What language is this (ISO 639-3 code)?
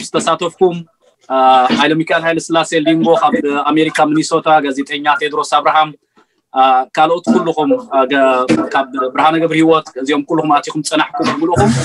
tir